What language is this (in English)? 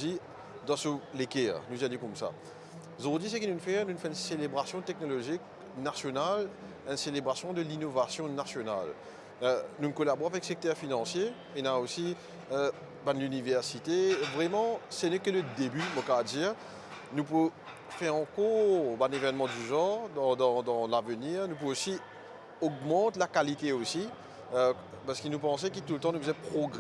Morisyen